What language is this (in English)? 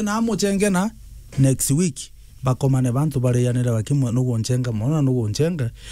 Meru